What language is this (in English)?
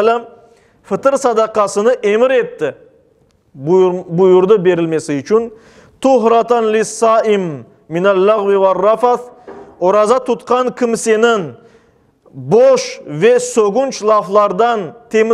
Crimean Tatar